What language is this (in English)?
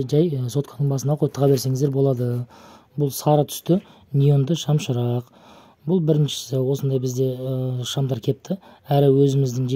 Kazakh